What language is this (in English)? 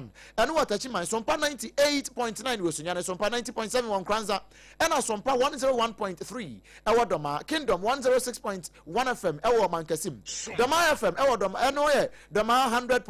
Akan